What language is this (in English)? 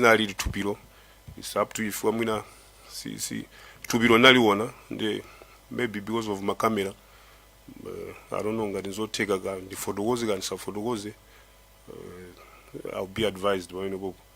Nyanja